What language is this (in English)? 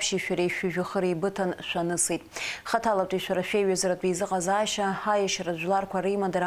Abkhazian